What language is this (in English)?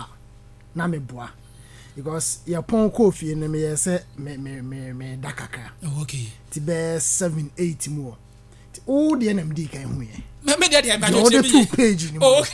Akan